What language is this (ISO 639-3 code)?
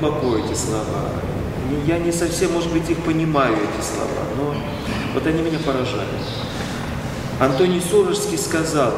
rus